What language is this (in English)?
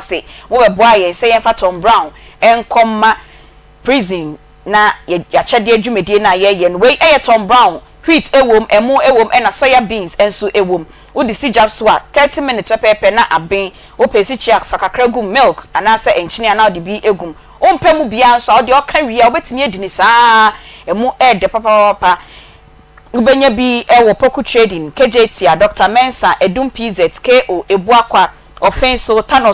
Akan